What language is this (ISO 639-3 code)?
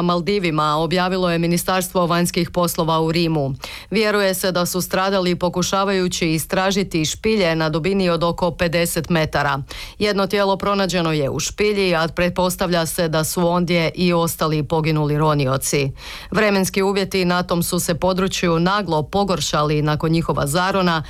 hrv